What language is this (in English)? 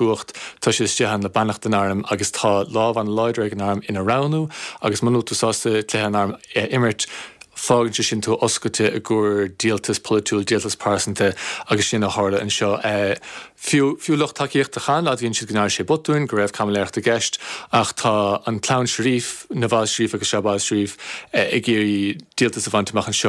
Irish